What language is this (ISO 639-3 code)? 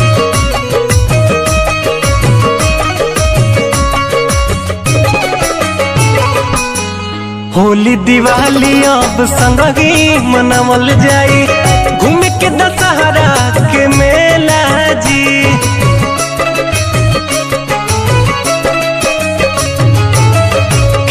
bho